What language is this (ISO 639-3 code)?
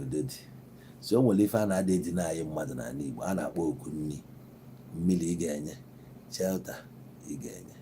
ibo